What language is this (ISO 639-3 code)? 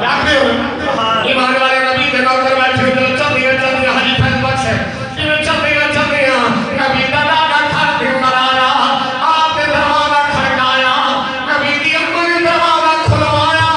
skr